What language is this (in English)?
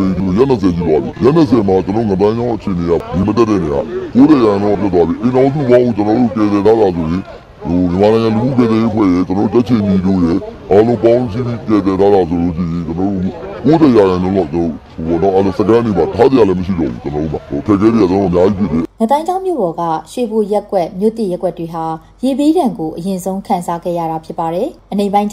Burmese